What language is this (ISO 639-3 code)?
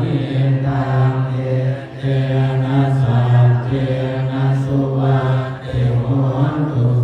pli